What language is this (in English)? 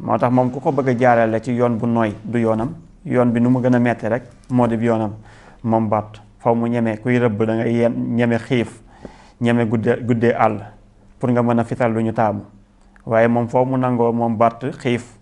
Wolof